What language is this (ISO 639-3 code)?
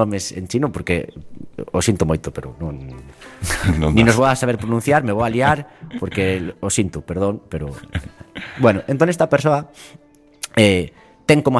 glg